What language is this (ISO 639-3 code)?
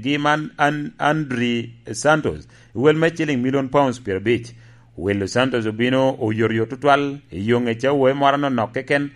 laj